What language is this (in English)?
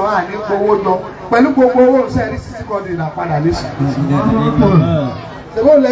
Yoruba